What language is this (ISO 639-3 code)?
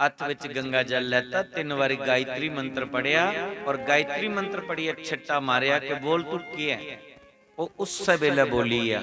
doi